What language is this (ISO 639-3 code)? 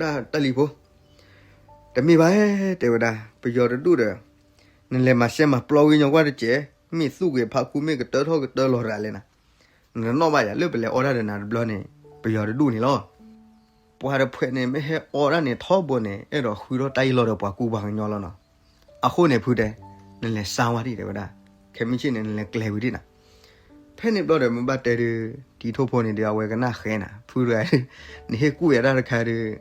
ksw